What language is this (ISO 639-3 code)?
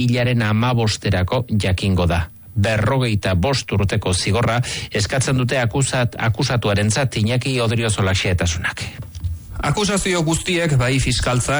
eus